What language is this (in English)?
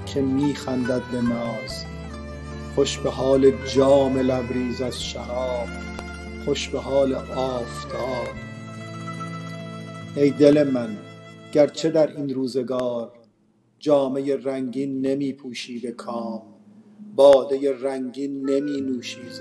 Persian